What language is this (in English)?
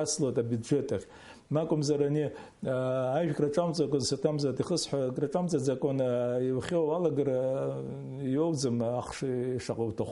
Abkhazian